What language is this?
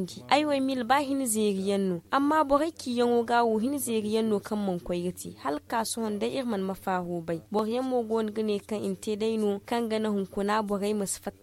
Zarma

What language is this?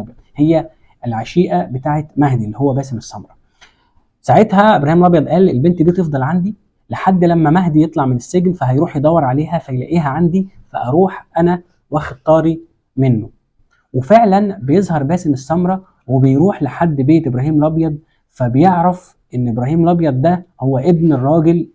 Egyptian Arabic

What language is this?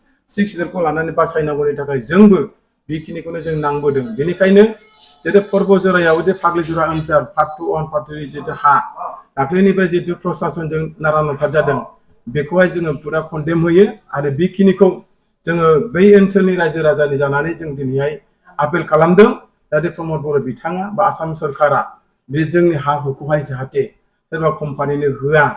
Bodo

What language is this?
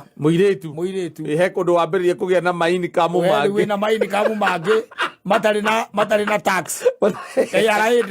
Kikuyu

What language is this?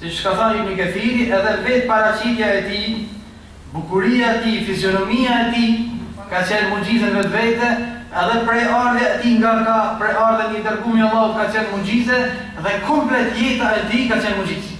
Albanian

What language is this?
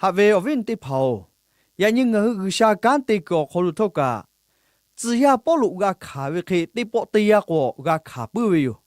Lahu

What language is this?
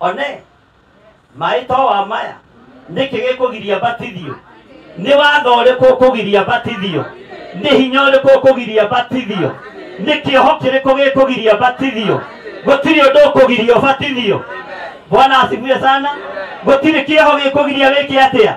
Kikuyu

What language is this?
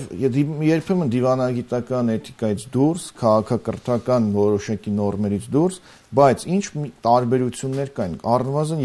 Armenian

